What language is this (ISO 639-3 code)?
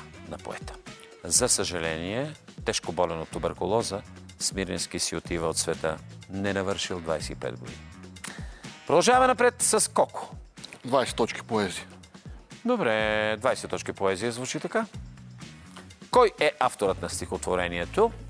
bul